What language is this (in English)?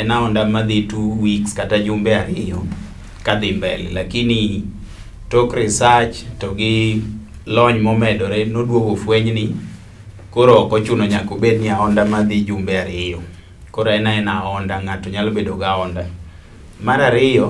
Luo (Kenya and Tanzania)